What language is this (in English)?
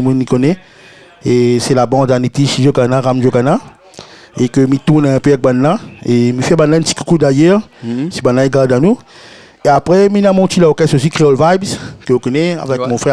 Réunion Creole French